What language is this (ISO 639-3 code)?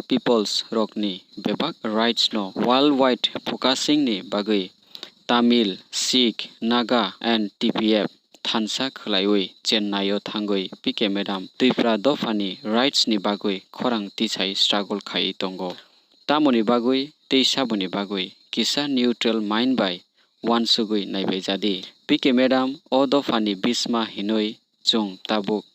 ria